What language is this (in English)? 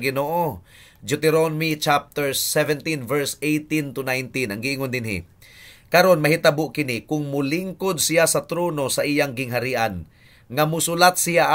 Cebuano